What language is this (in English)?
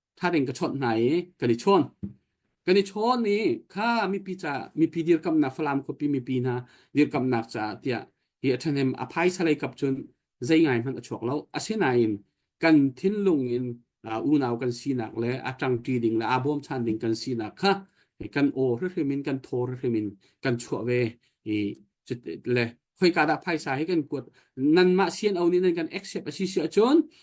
Hakha Chin